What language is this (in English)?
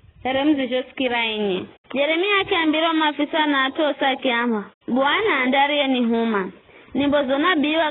Giryama